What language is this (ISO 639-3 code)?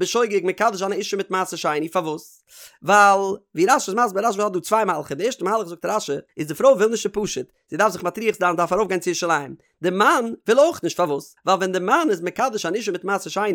yid